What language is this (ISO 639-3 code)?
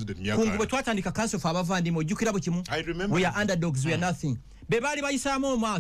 lug